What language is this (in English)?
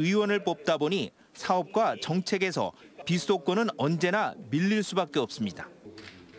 Korean